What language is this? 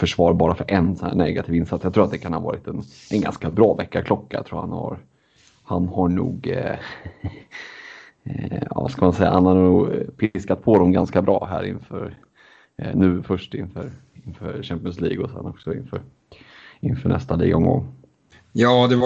Swedish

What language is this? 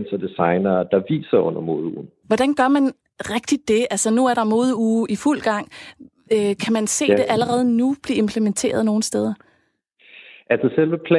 Danish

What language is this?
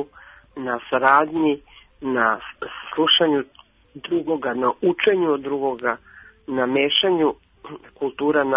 Serbian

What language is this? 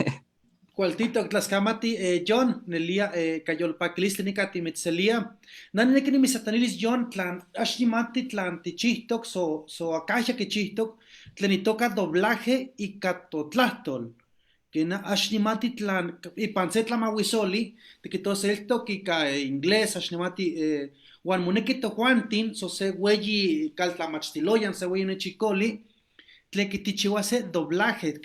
Eastern Huasteca Nahuatl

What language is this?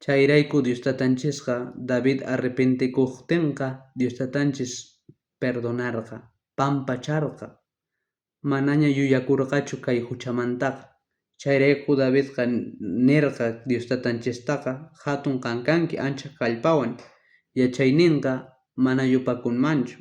South Bolivian Quechua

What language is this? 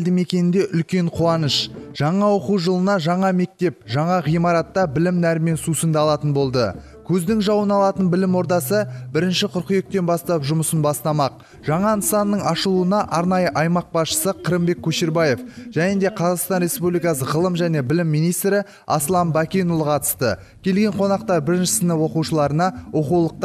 Kazakh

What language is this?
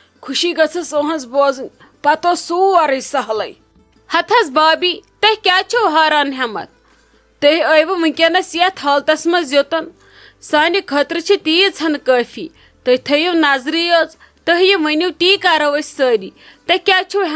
Kashmiri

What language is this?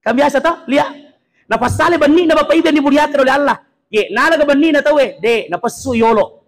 Buginese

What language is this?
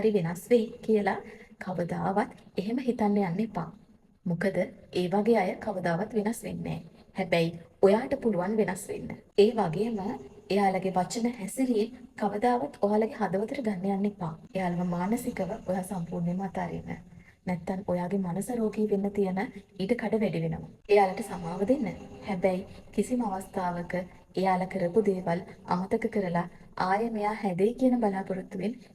Sinhala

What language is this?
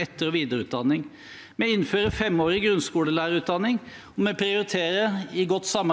Norwegian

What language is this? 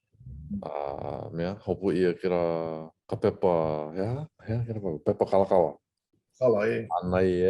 Hawaiian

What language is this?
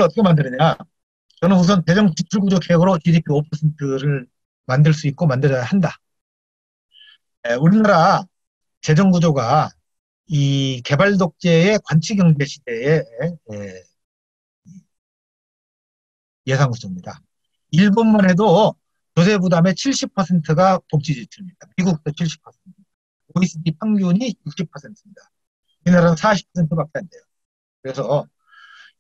Korean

